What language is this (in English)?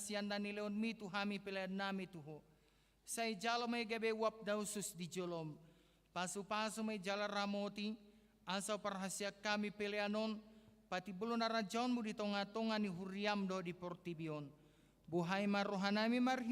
Batak Toba